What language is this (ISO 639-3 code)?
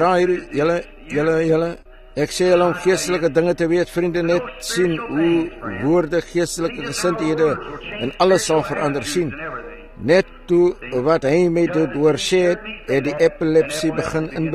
afr